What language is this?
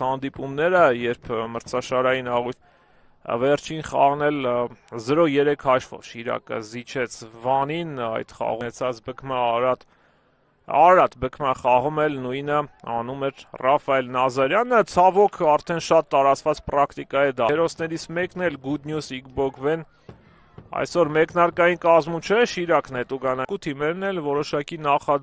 Armenian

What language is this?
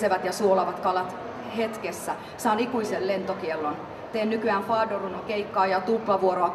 Finnish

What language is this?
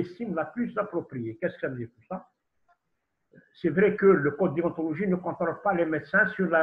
French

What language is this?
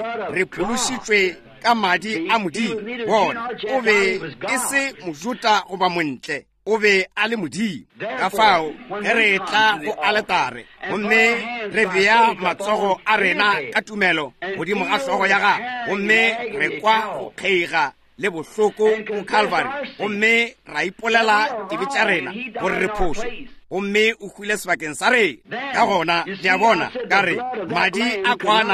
Northern Sotho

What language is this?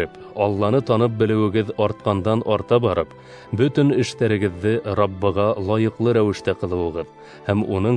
Bashkir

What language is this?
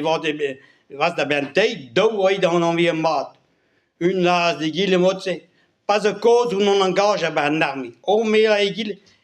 Breton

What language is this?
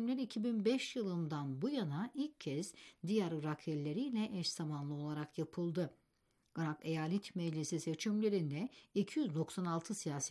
Turkish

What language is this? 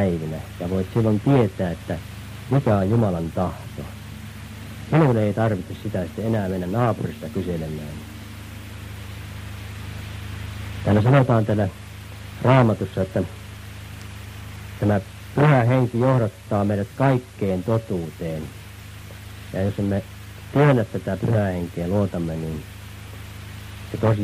Finnish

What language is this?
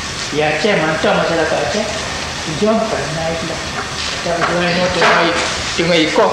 Achinese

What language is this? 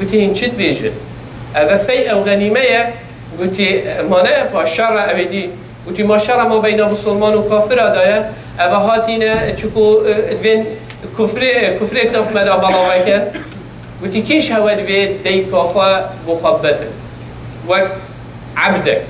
Kurdish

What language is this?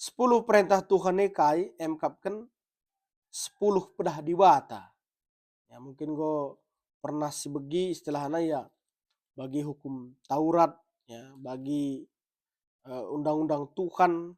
Batak Karo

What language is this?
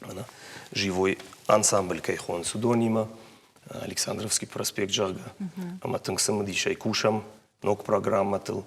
Ossetic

